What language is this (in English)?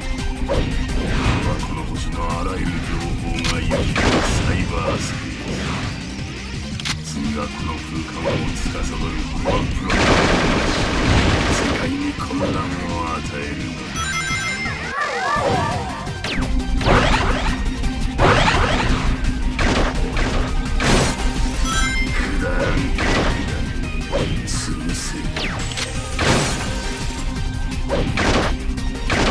Japanese